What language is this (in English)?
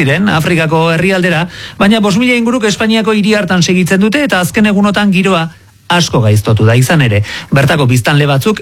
Basque